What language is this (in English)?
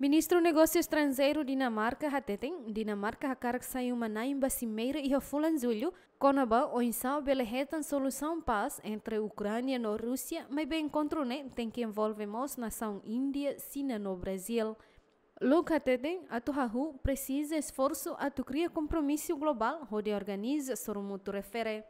Tetum